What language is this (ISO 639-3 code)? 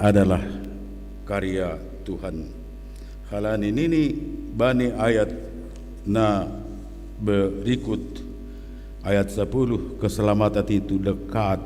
bts